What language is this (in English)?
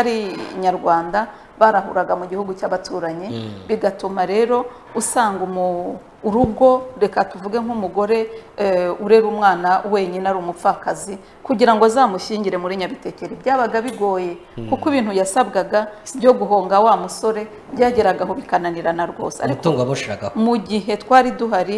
Kinyarwanda